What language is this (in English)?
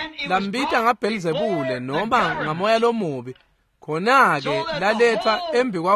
Swati